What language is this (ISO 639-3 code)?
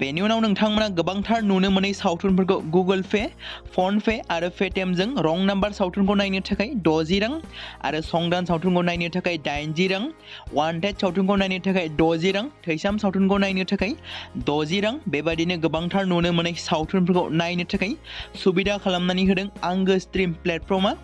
brx